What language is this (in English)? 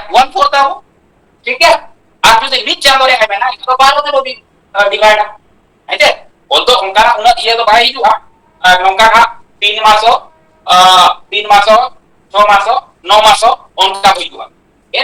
Santali